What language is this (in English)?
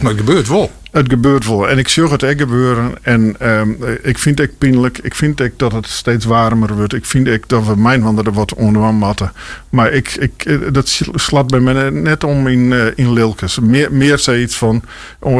Western Frisian